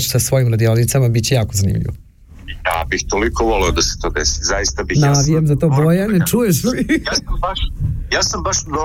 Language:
Serbian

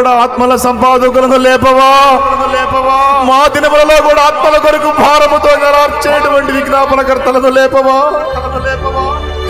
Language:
Telugu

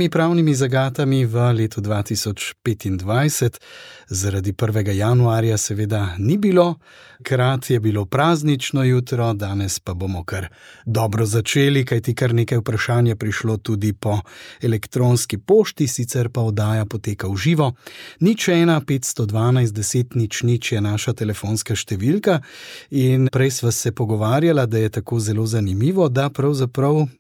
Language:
Slovenian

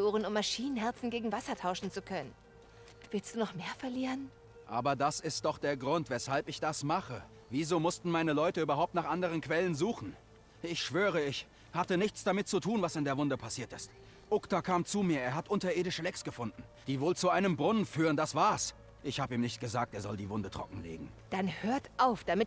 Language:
Bavarian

